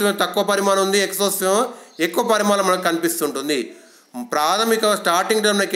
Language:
Telugu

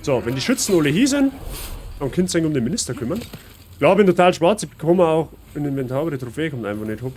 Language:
Bavarian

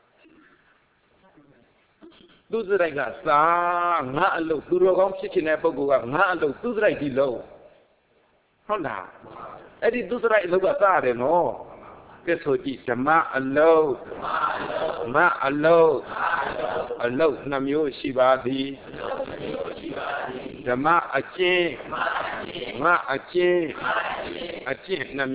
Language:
Burmese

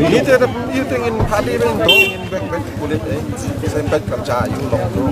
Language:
Khasi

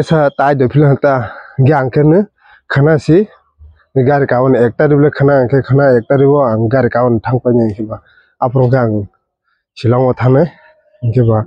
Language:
Kok Borok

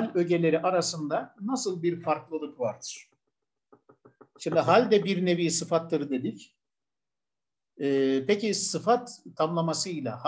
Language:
Turkish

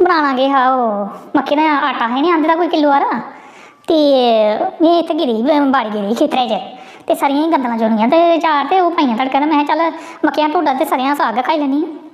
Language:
Dogri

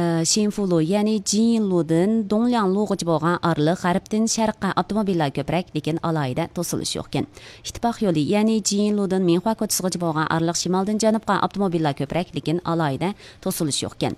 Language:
Uyghur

